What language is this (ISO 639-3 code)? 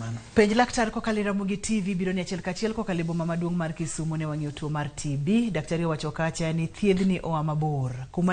luo